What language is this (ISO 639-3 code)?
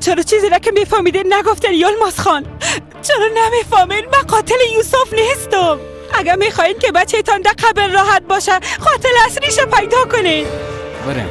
fas